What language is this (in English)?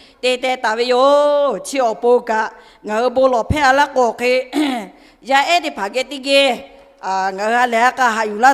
Lahu